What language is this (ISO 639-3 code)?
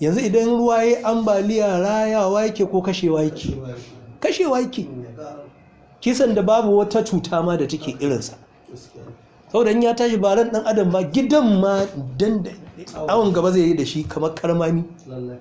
hau